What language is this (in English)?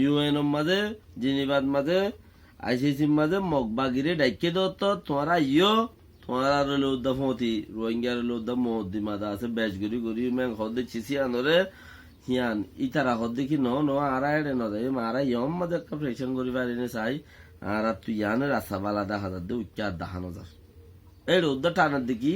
Rohingya